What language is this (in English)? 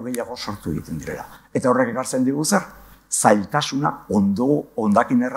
Basque